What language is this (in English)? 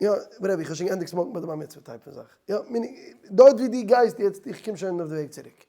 Yiddish